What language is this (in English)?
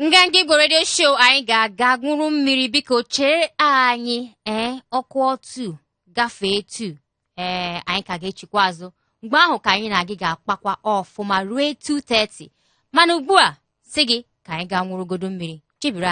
Igbo